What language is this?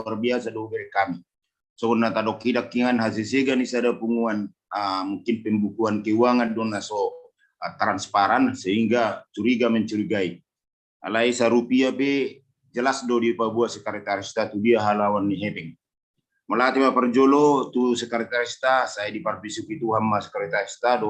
Batak Toba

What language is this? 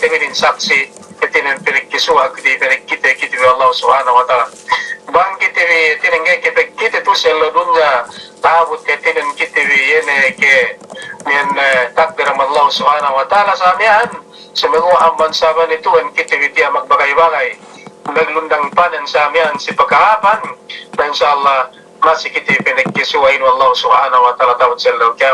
Yakan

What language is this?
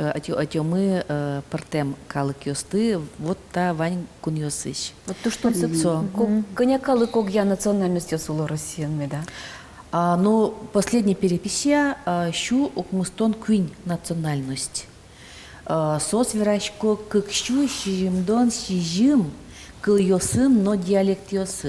Udmurt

